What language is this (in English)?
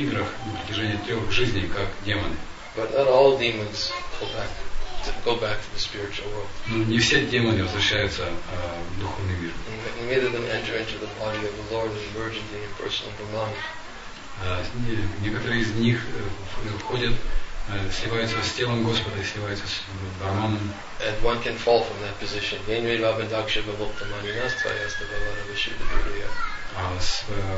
Russian